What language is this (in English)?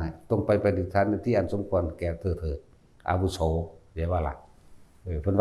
Northeastern Thai